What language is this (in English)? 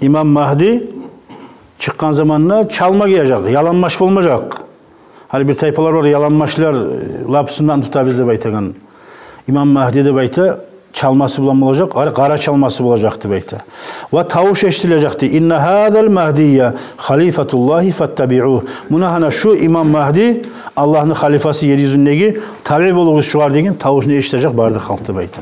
Kumyk